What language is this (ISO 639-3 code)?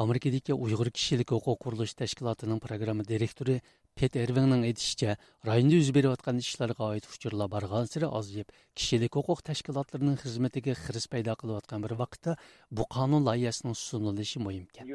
uig